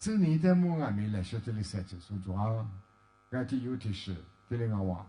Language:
Lisu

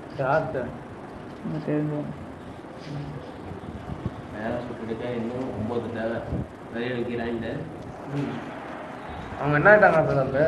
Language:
Tamil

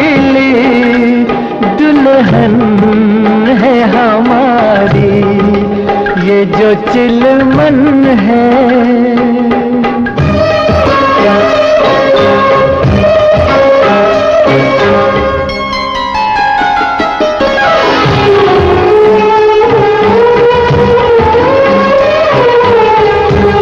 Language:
Hindi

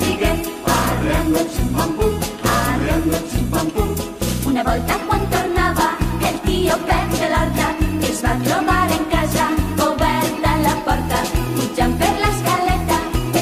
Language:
Catalan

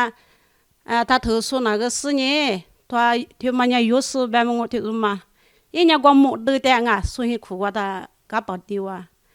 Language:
Lisu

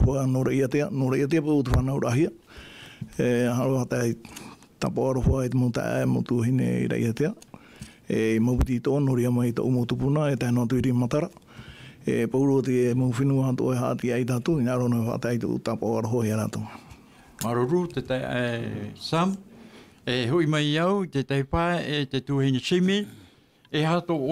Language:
Tahitian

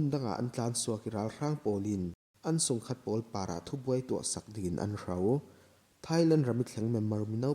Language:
Falam Chin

